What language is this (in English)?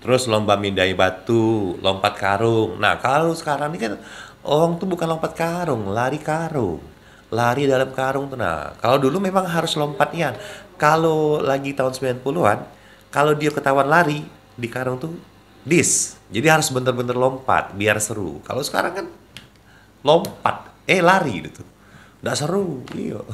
Musi